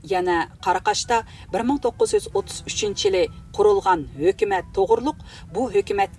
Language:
Uyghur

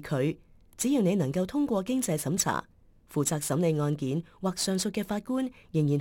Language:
Cantonese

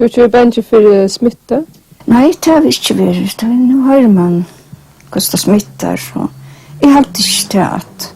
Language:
Faroese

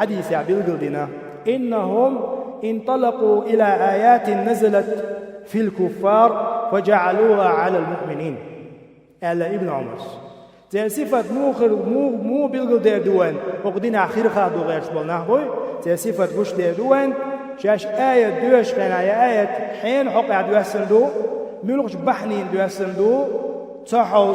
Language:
Chechen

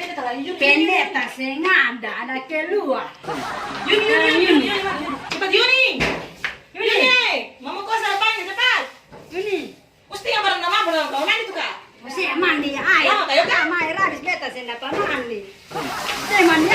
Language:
Ambonese Malay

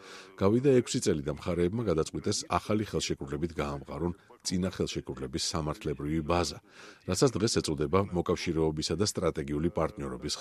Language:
Georgian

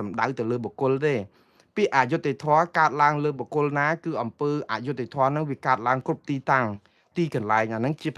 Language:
Khmer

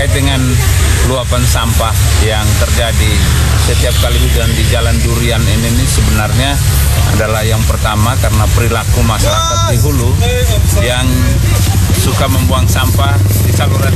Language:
Indonesian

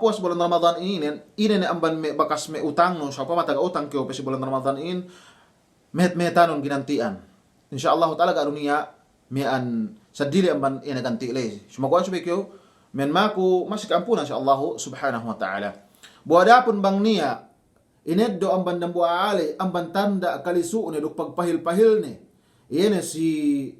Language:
Yakan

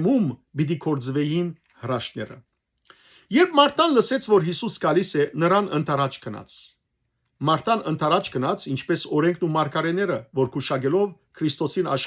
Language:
Western Armenian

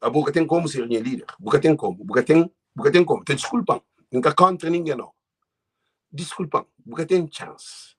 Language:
Kabuverdianu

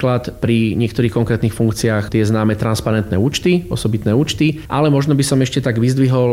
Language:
Slovak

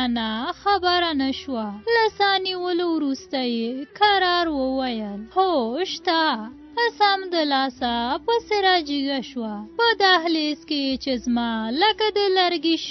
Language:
Pashto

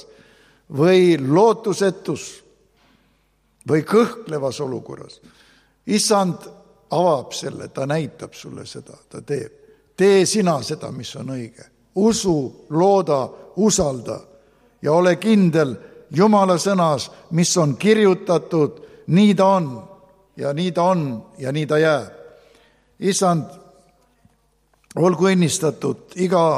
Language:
Estonian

